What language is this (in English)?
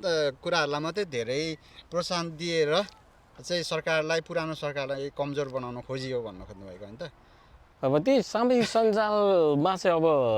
Nepali